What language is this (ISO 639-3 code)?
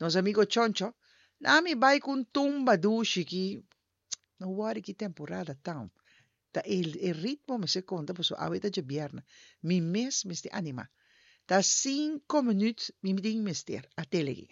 pap